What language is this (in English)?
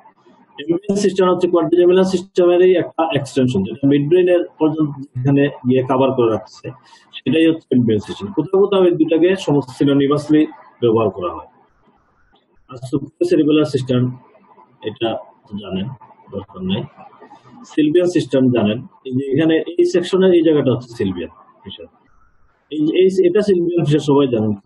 Bangla